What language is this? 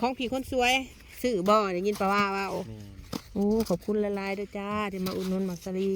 Northeastern Thai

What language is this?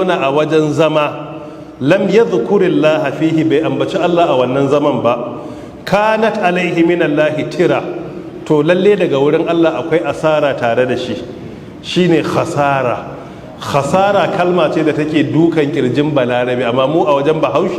Hausa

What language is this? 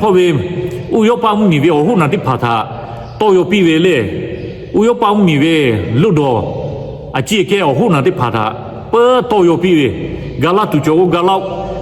Lahu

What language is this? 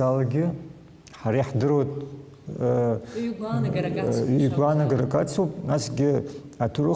Abkhazian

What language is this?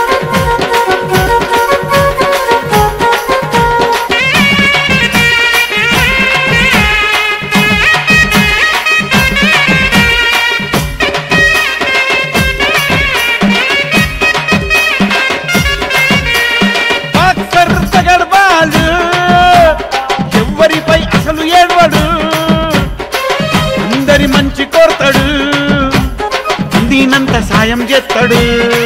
Telugu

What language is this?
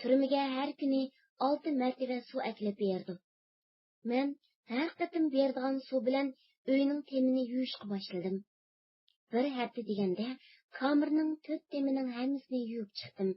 Uyghur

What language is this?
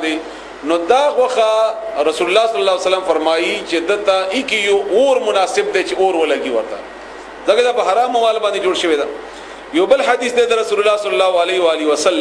Pashto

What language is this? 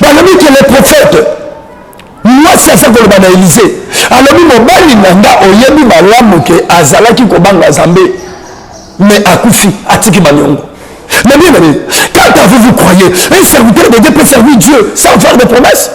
Lingala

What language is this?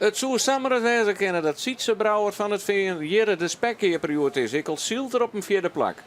Western Frisian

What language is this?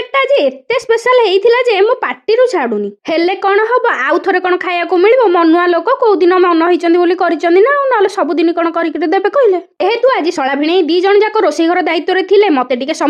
Odia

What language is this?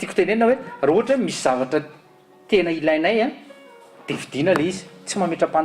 Malagasy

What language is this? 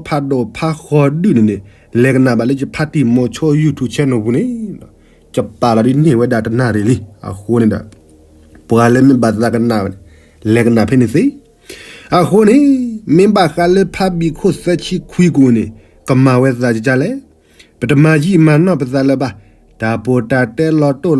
S'gaw Karen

